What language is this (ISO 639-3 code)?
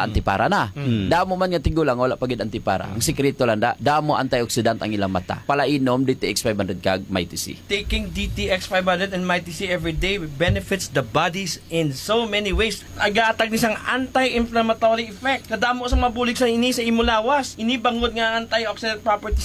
hil